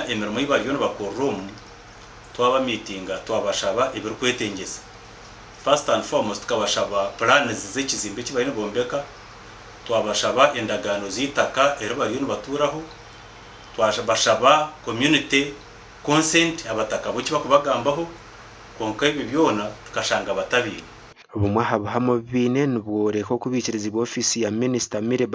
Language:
Nyankole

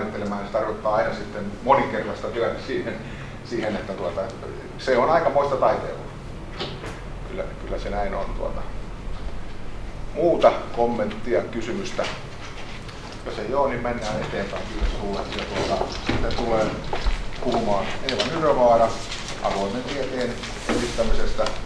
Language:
Finnish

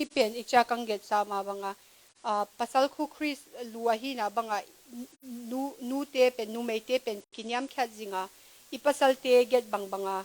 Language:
Tedim Chin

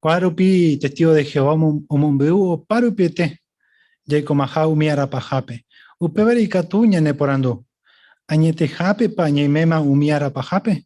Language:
Guarani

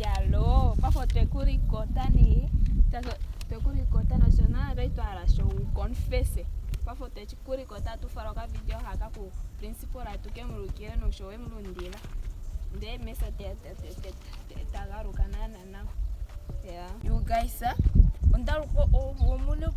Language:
Ndonga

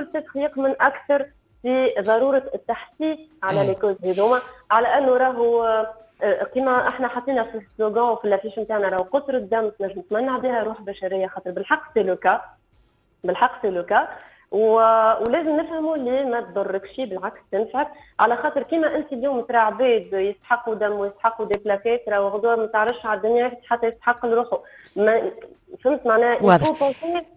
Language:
Tunisian Arabic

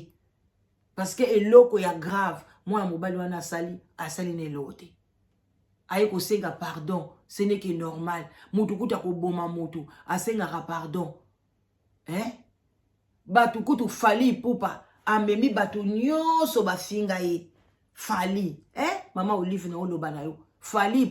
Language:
Lingala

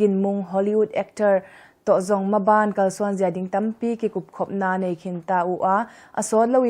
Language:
Tedim Chin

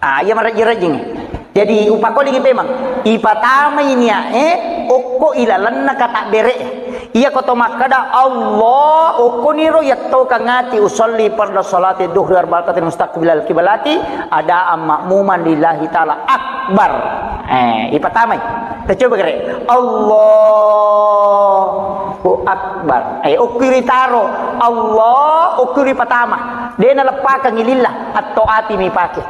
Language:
Buginese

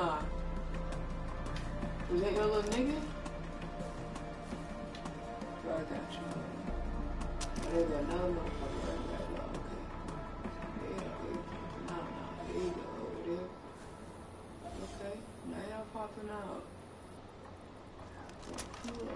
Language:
English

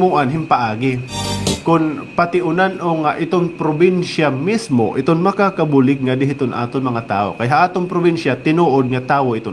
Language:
Waray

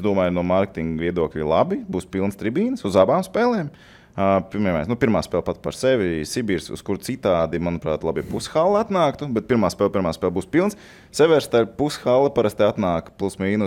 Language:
Latvian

